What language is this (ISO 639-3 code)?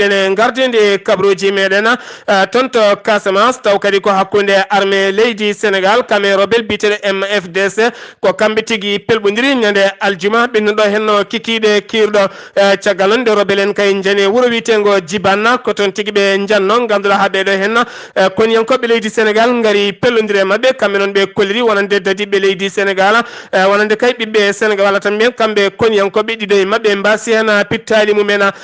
ful